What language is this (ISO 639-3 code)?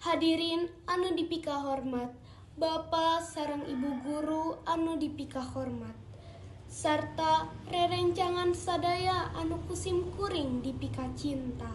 sun